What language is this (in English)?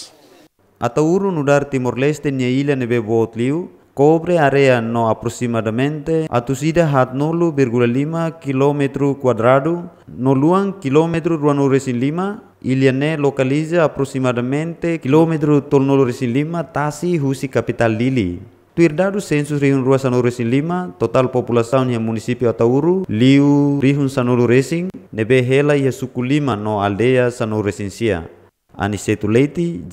Tetum